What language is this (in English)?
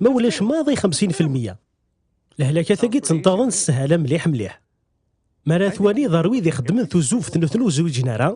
Kabyle